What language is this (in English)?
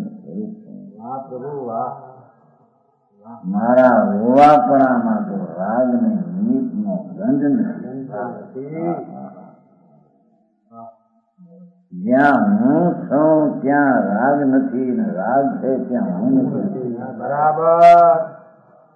Gujarati